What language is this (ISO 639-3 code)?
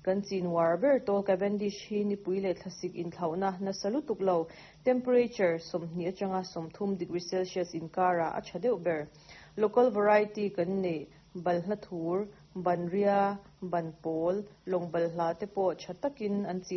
lus